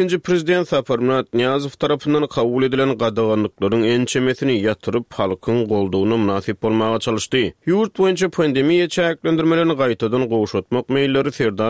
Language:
Turkmen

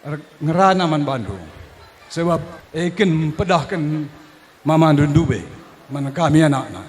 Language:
Batak Karo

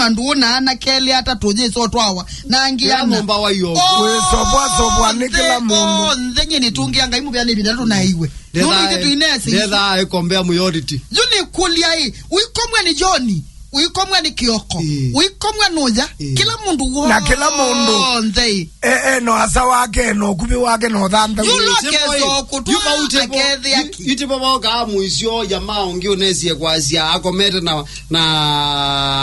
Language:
Kamba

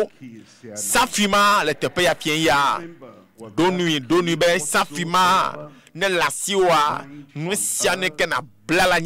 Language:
Ewe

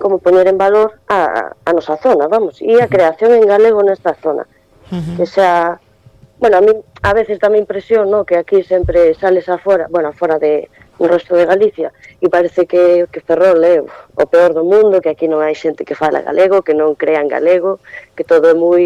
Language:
Galician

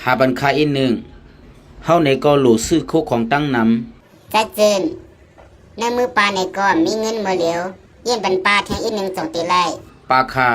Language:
Shan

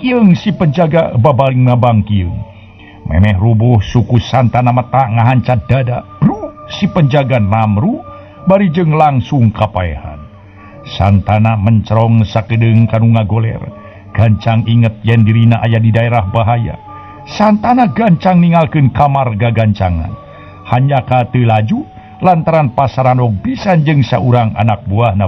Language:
Sundanese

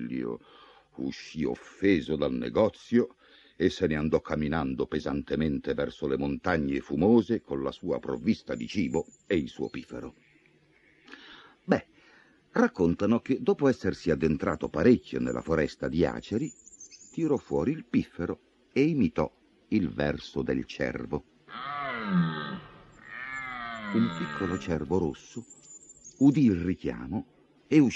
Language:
Italian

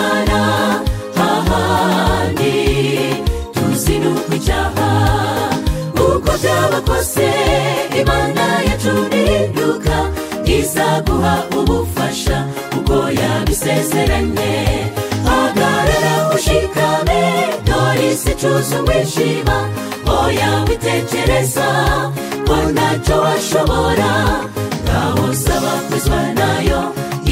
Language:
Kinyarwanda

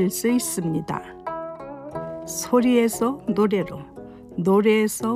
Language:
Korean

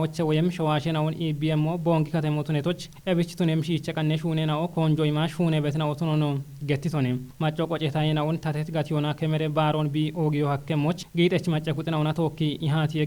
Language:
Kafa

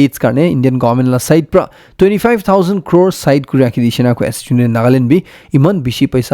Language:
Naga Pidgin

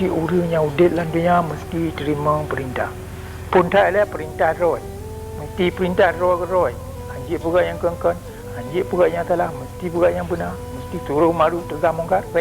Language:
Achinese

